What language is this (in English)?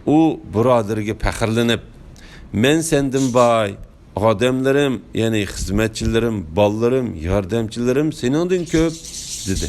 Uyghur